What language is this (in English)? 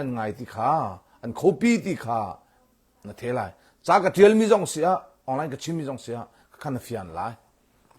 Hakha Chin